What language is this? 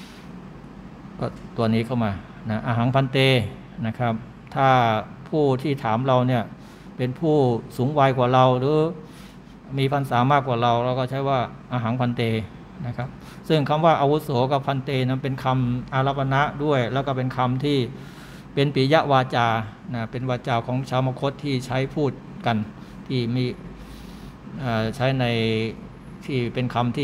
Thai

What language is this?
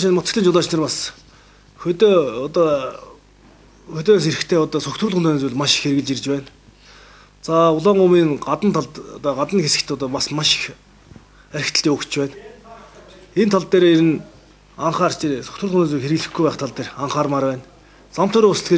Mongolian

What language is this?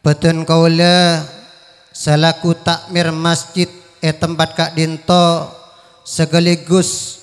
Madurese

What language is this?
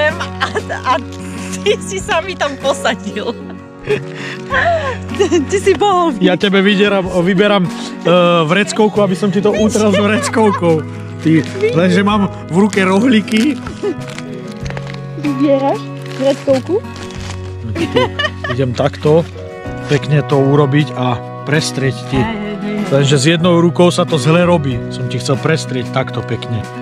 Slovak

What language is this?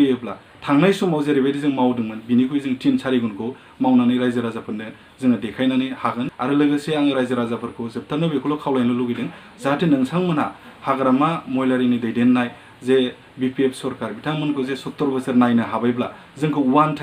Bodo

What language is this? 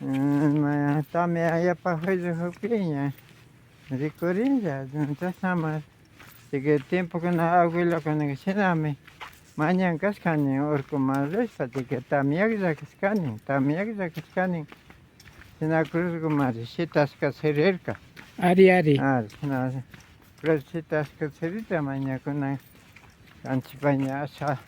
Imbabura Highland Quichua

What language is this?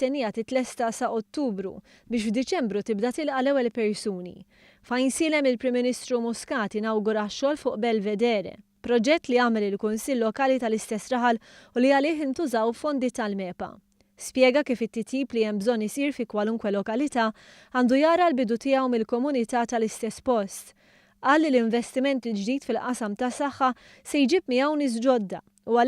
Maltese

